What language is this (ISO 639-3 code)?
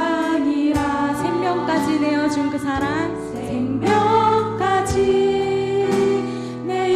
kor